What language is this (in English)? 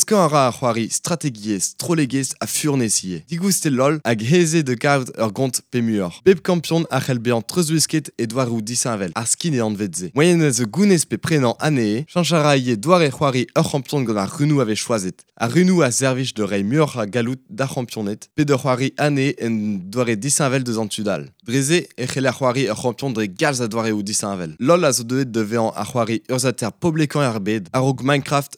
Breton